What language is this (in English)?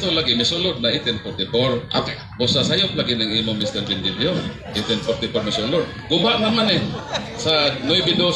Cebuano